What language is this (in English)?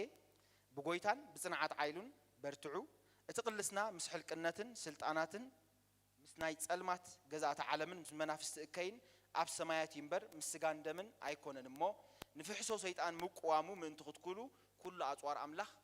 Tigrinya